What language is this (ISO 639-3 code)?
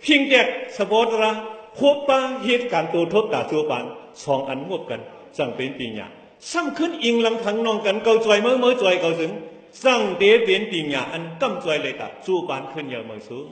shn